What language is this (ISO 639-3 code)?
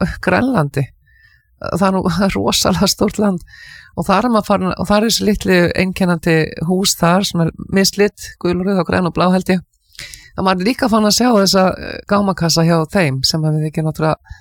isl